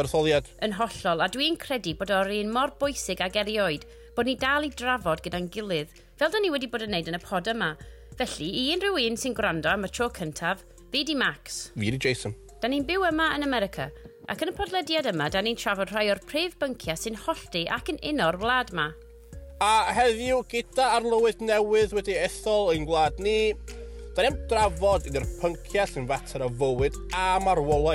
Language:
Welsh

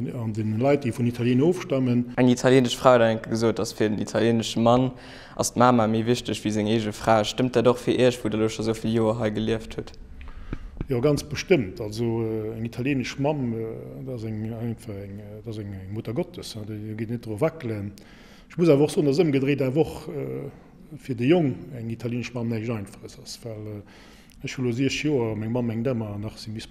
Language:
Luxembourgish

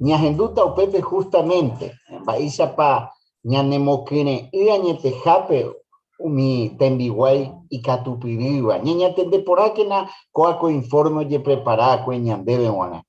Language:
Guarani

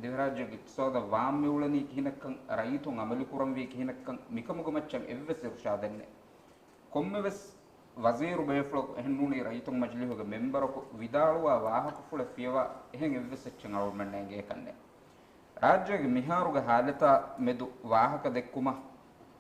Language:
Divehi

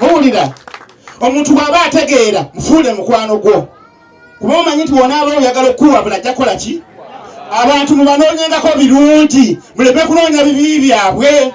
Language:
Ganda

